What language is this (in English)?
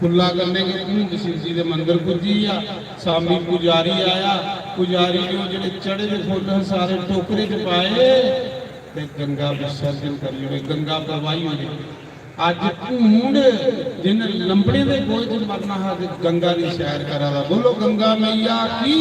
Dogri